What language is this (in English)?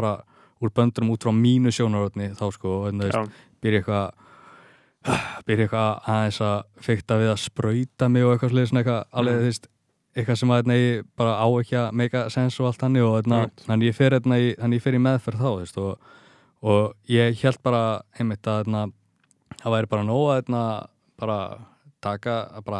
Icelandic